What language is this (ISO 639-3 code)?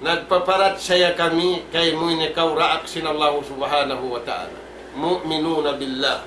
tsg